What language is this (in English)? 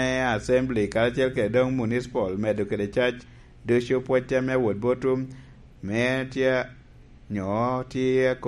Lango (Uganda)